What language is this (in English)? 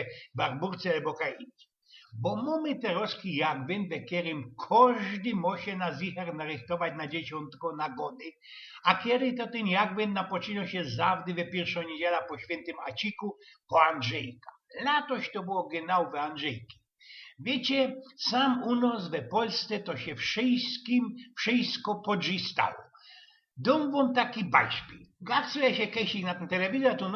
Silesian